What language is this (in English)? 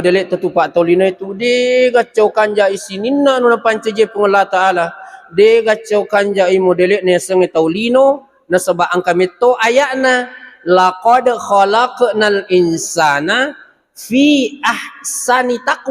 Buginese